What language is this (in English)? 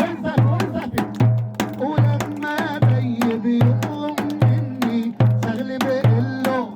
North Levantine Arabic